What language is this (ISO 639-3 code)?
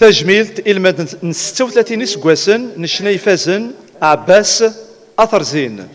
kab